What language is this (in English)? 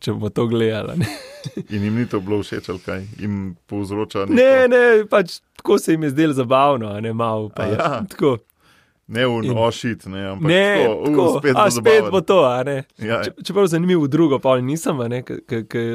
Slovenian